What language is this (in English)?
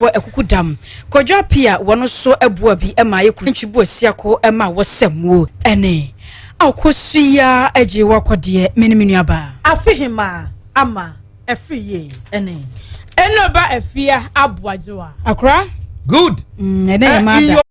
Akan